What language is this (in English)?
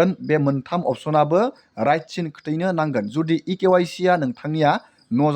Bodo